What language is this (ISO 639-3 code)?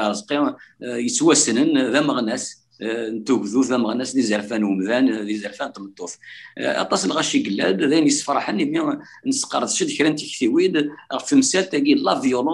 kab